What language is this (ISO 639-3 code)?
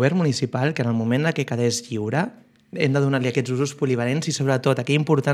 cat